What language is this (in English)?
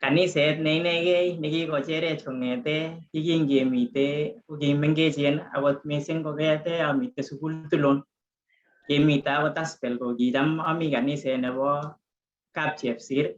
Kalenjin